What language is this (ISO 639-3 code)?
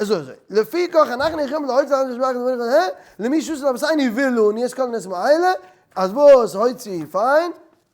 yid